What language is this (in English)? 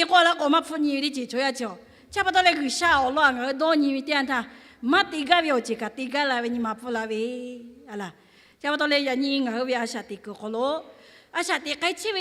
Lahu